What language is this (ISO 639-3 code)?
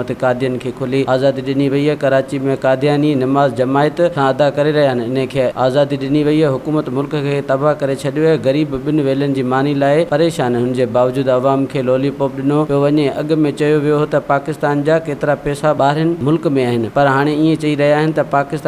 snd